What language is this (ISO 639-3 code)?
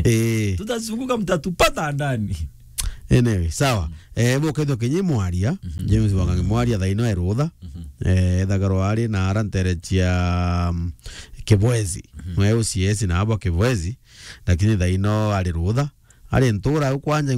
mer